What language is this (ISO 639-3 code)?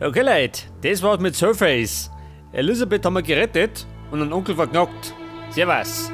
bar